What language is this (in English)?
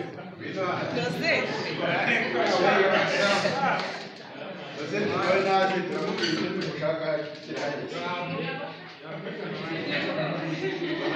Kinyarwanda